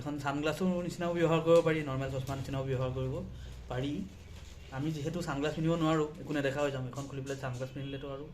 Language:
Assamese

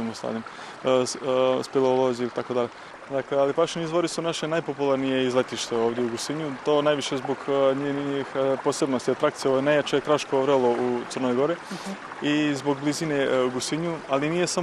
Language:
Bosnian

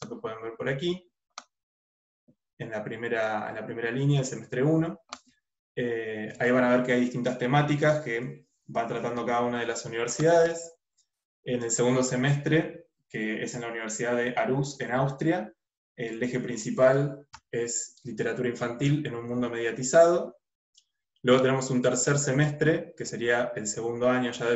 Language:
Spanish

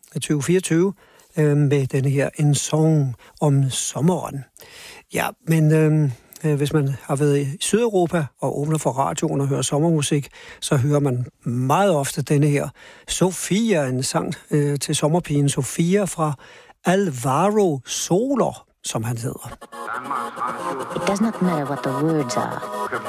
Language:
Danish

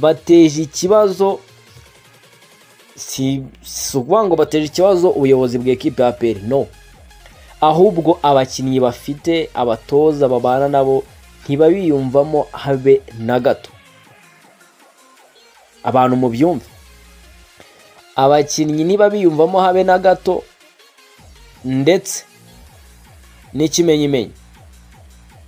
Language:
Kinyarwanda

